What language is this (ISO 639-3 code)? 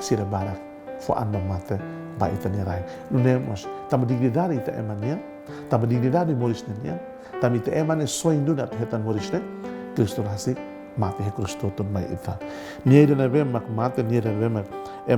tet